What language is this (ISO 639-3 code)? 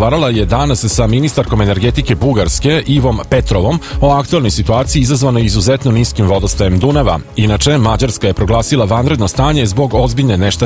srp